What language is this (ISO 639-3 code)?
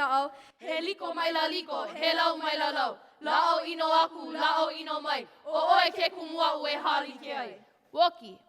haw